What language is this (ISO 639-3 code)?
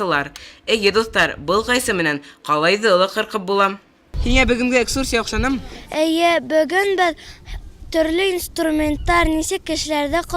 bak